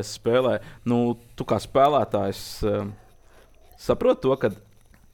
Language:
Latvian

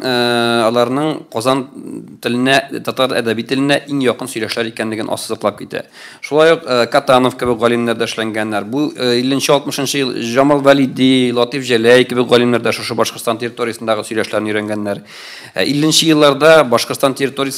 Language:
Tatar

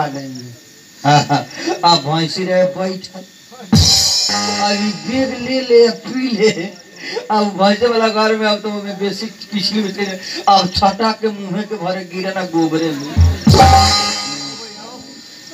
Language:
Bhojpuri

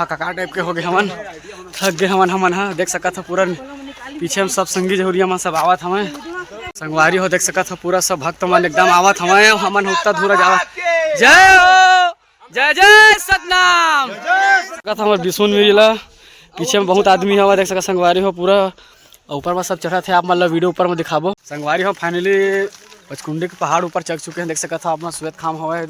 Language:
Chhattisgarhi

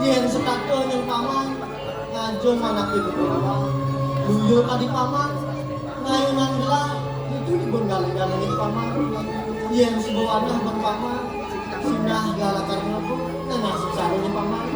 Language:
Balinese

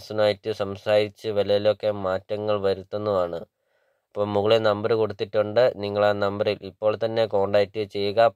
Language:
Malayalam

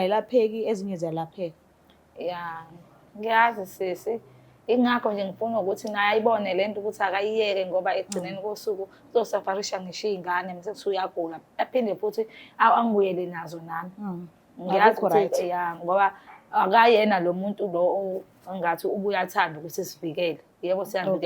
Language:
Zulu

